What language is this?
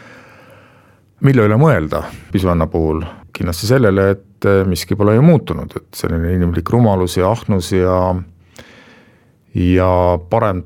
Estonian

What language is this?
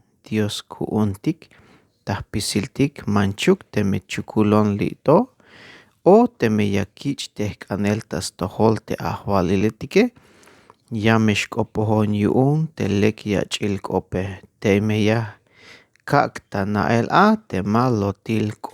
Tzeltal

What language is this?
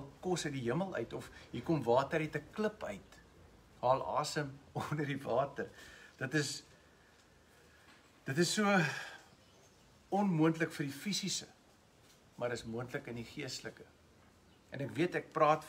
Afrikaans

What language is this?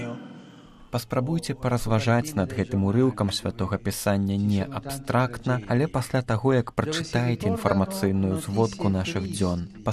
Belarusian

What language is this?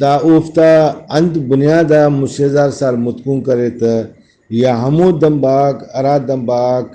Brahui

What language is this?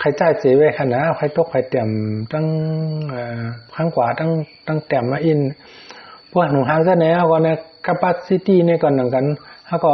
Shan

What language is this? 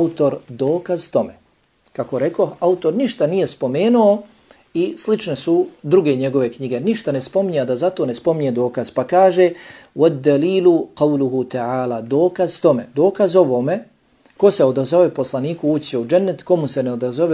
Bosnian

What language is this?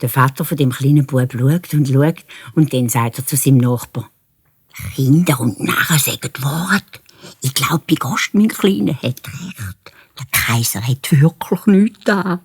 Swiss German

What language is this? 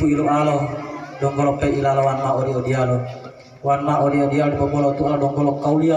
Gorontalo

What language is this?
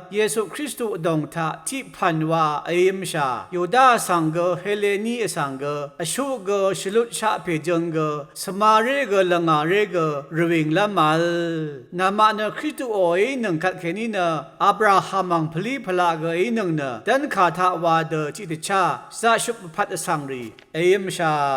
Rawang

